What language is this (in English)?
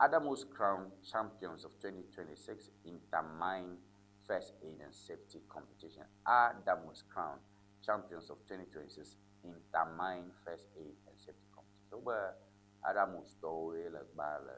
Ewe